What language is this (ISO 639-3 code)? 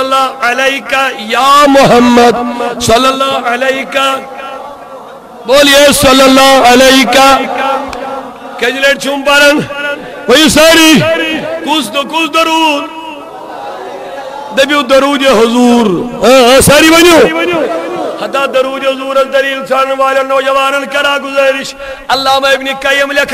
kas